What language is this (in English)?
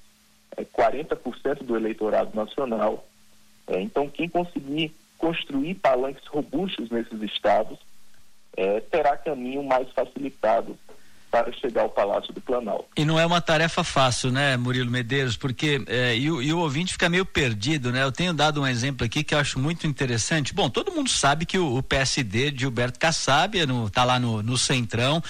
Portuguese